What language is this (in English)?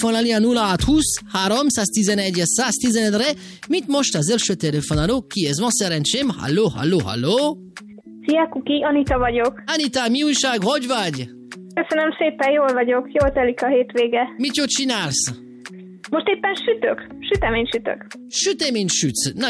Hungarian